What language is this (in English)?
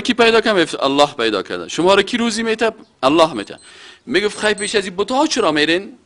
Persian